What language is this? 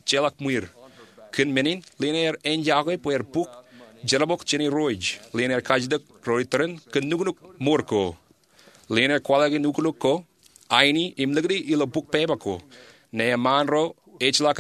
Marshallese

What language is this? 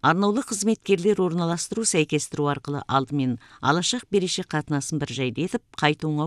Kazakh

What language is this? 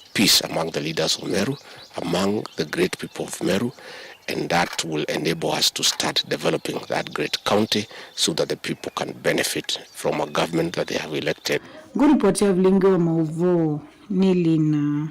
Kamba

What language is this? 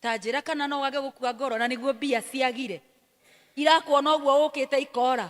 Kikuyu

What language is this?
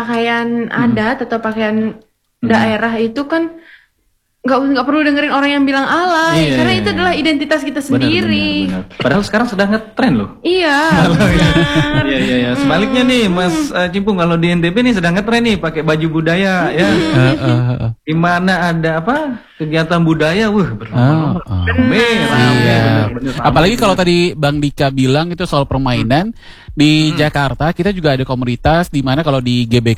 Indonesian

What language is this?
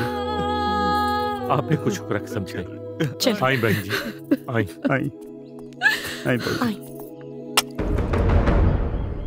Bhojpuri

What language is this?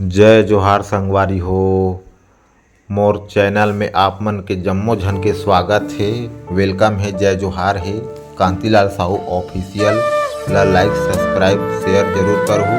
Chhattisgarhi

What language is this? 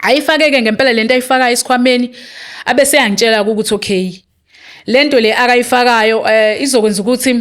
Zulu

